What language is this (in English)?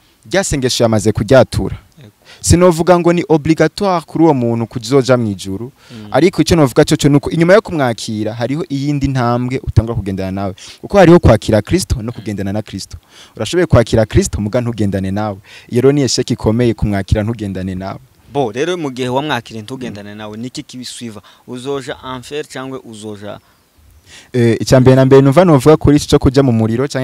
Rundi